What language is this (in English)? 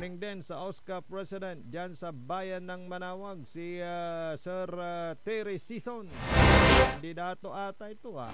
Pangasinan